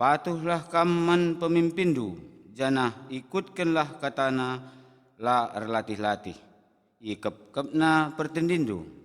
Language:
Batak Karo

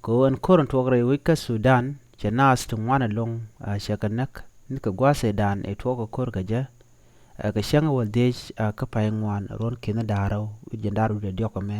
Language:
Nuer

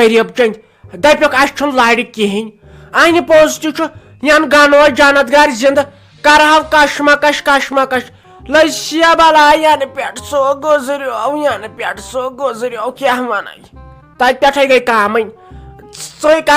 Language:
Kashmiri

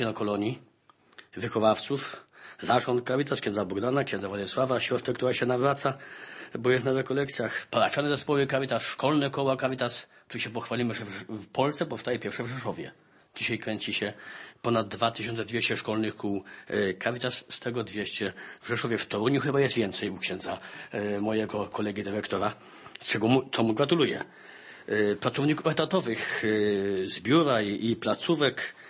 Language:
Polish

